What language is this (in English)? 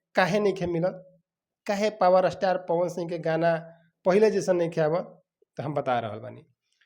Bhojpuri